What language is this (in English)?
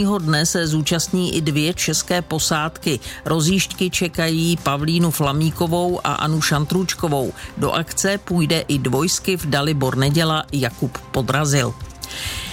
Czech